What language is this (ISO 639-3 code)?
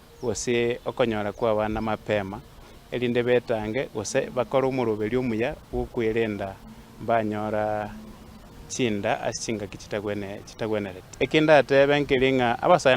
guz